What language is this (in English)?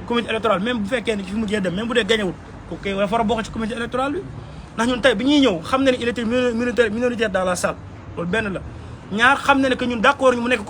Wolof